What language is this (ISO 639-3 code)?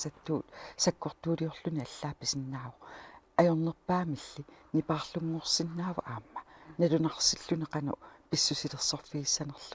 kal